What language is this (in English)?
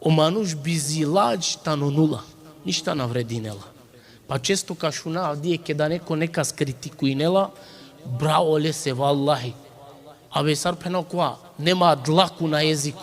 Balkan Romani